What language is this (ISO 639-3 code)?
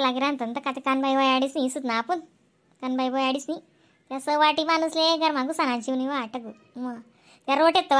khn